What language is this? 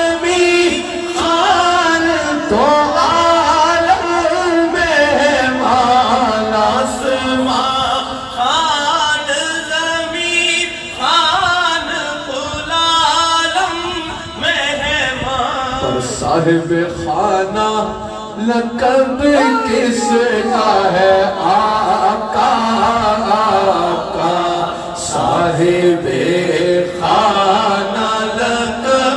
Urdu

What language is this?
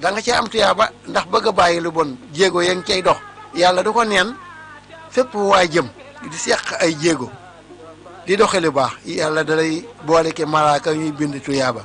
Wolof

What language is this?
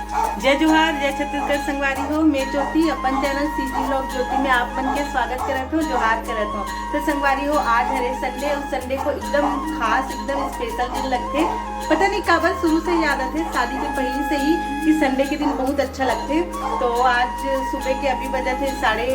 Chhattisgarhi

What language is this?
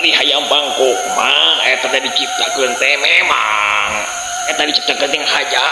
Sundanese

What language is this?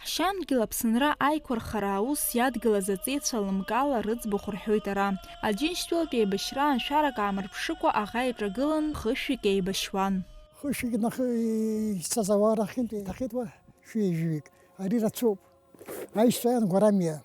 Abkhazian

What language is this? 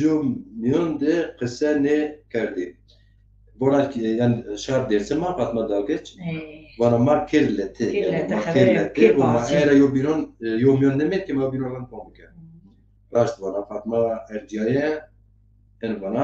Zaza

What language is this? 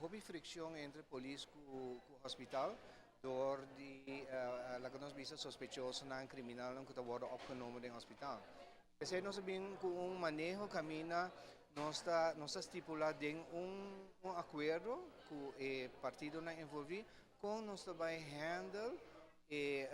Papiamento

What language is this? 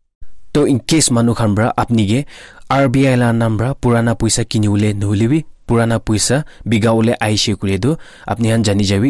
Naga Pidgin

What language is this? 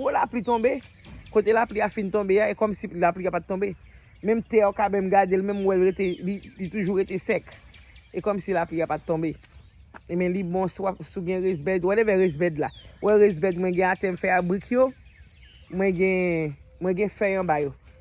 Haitian Creole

